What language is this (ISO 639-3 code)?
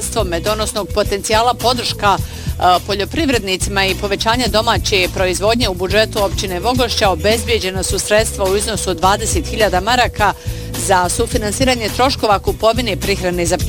bos